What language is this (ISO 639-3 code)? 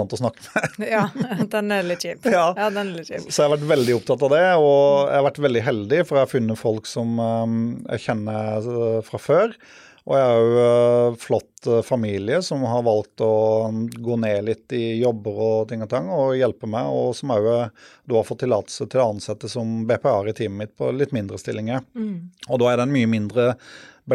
nor